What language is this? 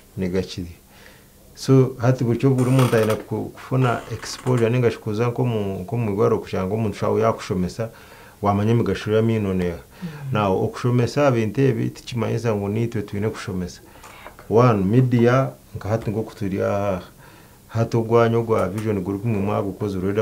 Nyankole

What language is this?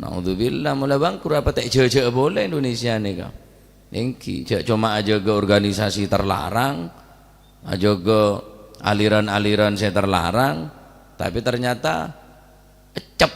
Madurese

